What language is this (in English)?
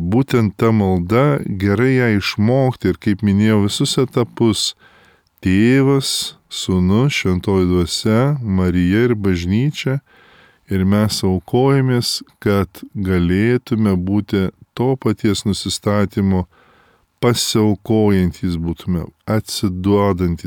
Lithuanian